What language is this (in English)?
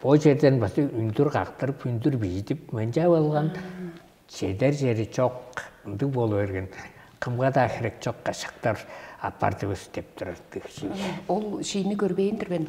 Tuvinian